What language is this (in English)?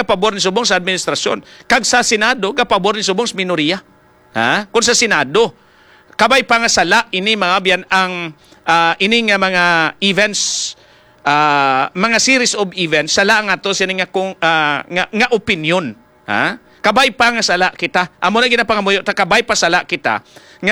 Hiligaynon